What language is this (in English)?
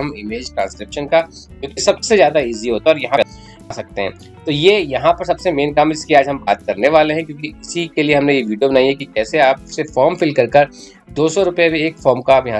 Hindi